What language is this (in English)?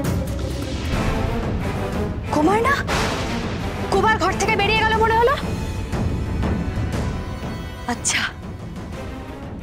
Bangla